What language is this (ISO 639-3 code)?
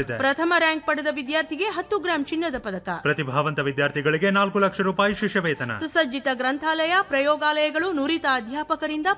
kan